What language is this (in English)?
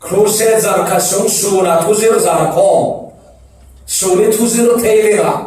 Falam Chin